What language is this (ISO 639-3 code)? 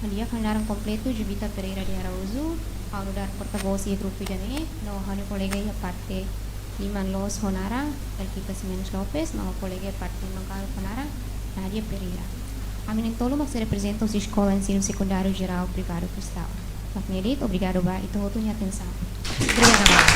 tet